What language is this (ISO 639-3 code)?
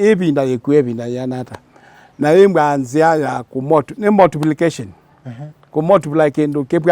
kam